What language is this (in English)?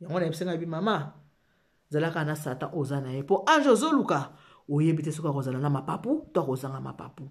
Lingala